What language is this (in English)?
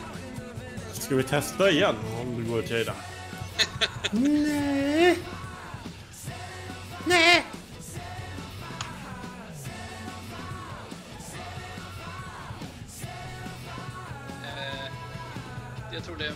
Swedish